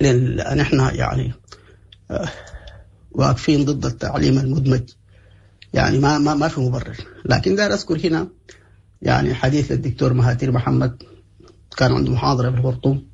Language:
Sudanese Arabic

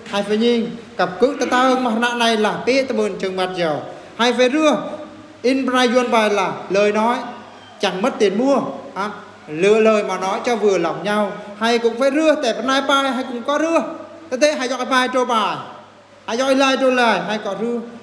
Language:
Eastern Bru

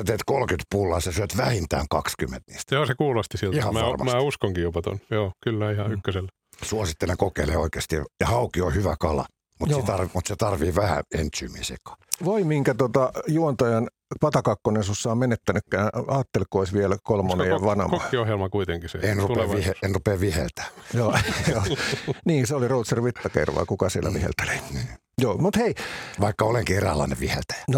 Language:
Finnish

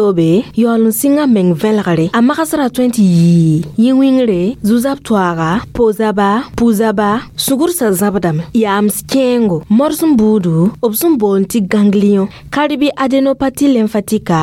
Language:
Mossi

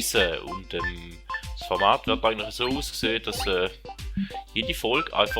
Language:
Swiss German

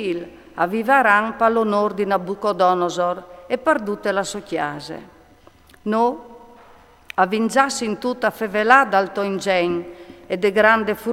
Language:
Friulian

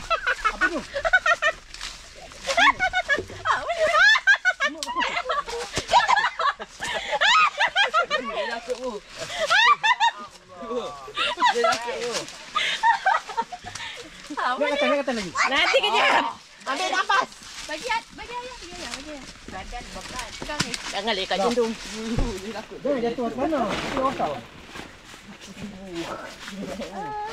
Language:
Malay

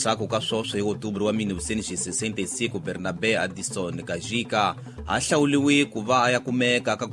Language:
Tsonga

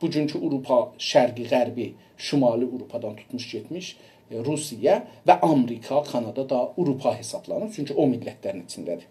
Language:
South Azerbaijani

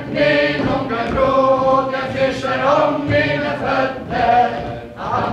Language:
Faroese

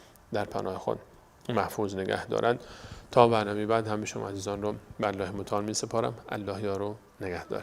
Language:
Persian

